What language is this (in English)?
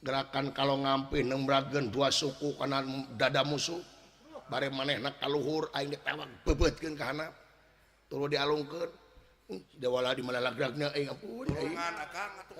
Sundanese